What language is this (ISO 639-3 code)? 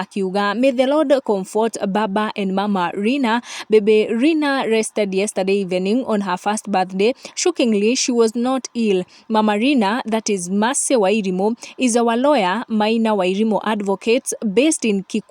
kik